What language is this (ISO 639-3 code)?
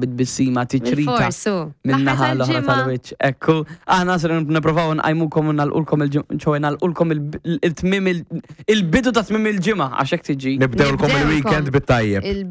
mlt